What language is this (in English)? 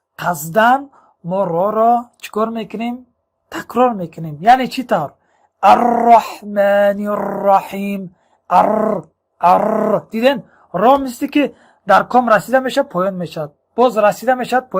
Tajik